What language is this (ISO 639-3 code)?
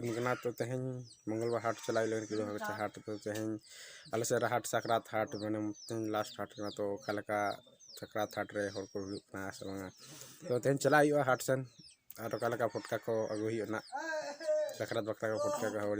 sat